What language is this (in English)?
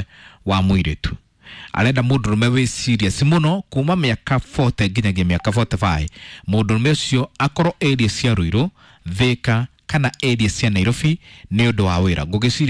Kikuyu